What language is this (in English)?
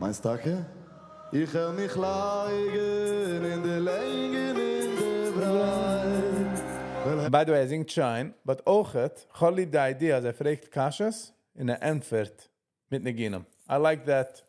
Yiddish